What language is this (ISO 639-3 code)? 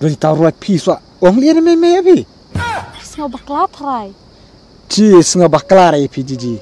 kha